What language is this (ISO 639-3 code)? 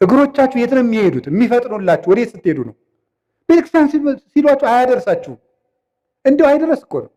amh